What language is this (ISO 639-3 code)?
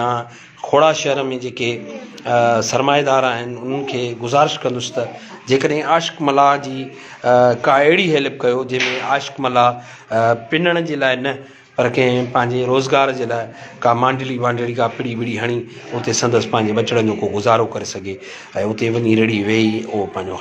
snd